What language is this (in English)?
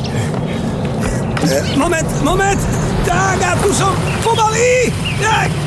Slovak